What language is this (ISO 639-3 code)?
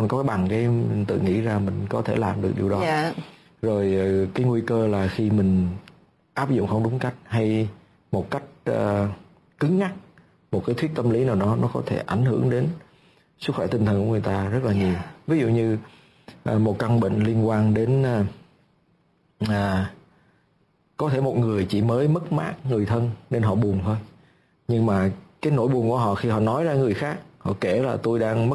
vie